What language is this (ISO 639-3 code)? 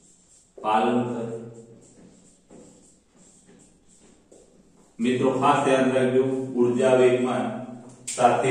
guj